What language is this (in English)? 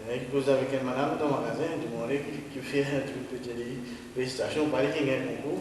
Morisyen